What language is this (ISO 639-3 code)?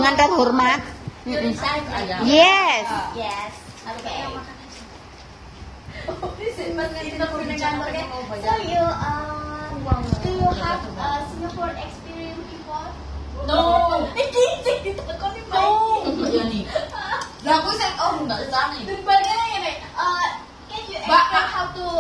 ind